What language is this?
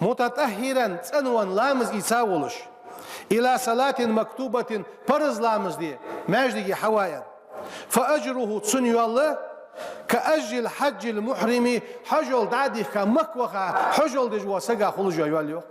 Ingush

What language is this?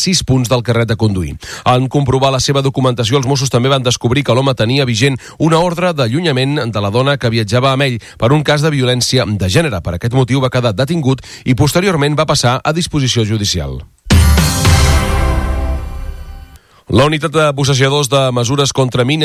Catalan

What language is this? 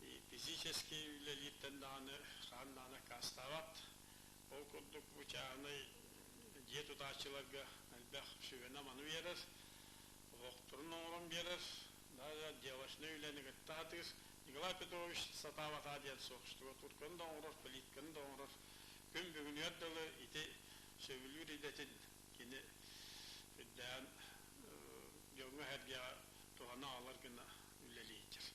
Yakut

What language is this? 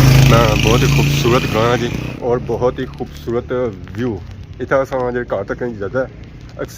Pahari-Potwari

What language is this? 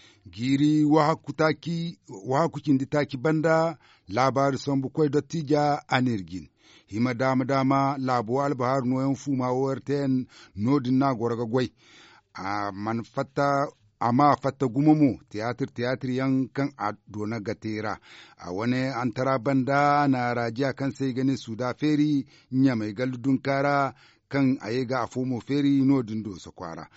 Zarma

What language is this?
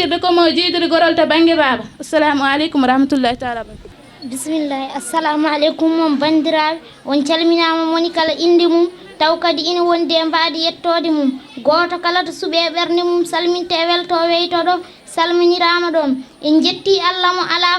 Fula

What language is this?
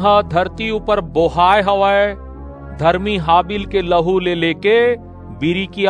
Chhattisgarhi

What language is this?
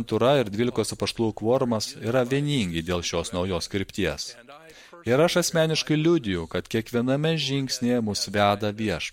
Lithuanian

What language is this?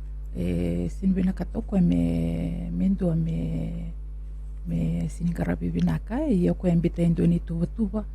Fijian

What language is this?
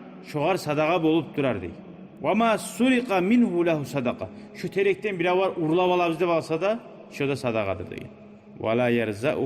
Kumyk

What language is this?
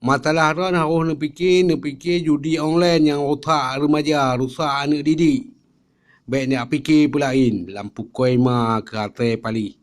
Achinese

